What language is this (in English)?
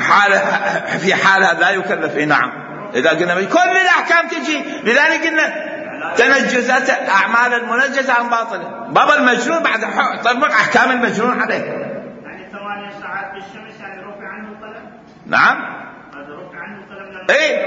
Mesopotamian Arabic